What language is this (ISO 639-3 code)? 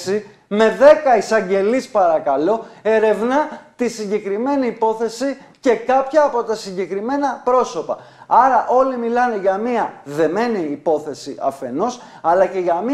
ell